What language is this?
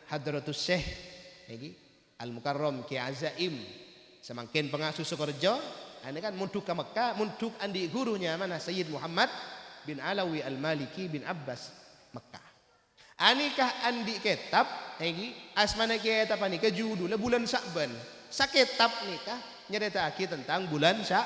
Madurese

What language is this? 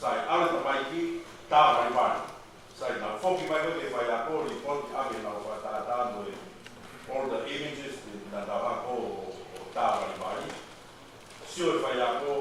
Tongan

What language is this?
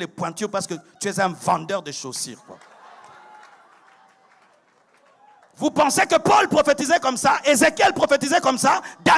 French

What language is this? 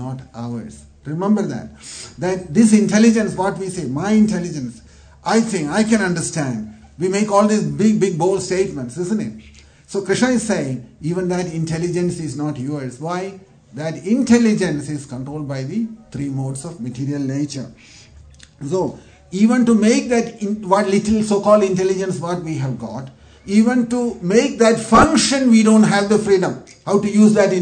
English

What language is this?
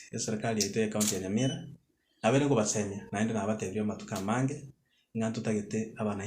Gusii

